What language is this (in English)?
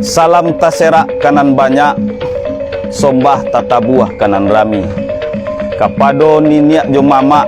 Minangkabau